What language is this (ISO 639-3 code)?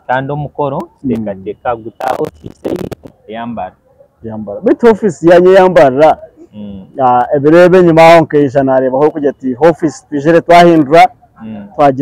nyn